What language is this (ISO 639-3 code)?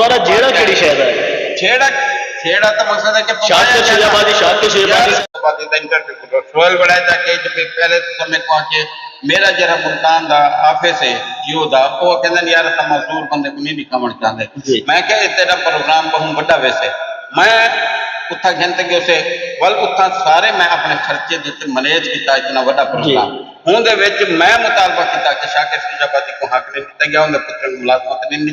skr